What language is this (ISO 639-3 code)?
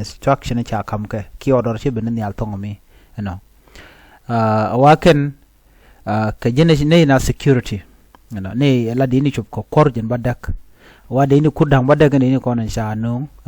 nus